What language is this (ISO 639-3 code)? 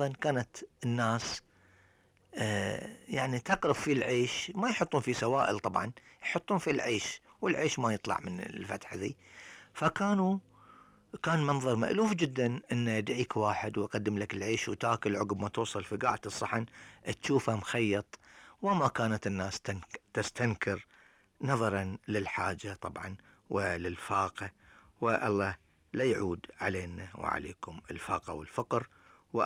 afb